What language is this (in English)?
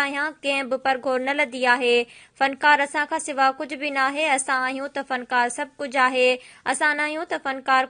Sindhi